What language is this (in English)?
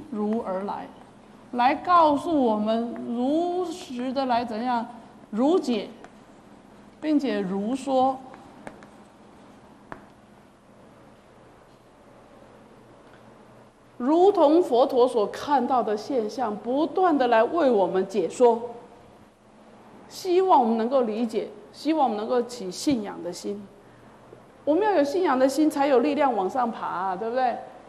Chinese